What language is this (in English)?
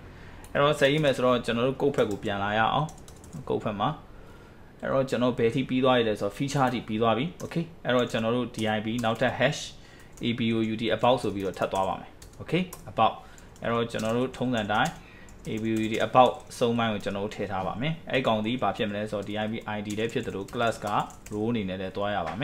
Burmese